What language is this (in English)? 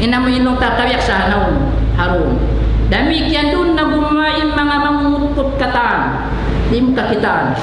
Tausug